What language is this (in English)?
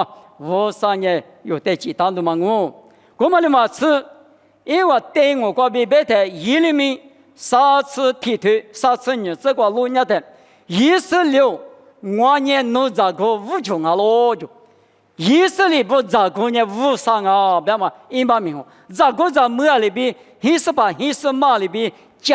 Lisu